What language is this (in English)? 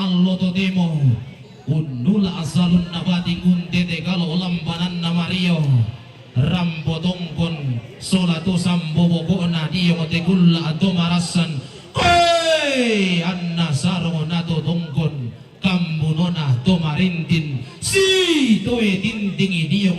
Toraja-Sa'dan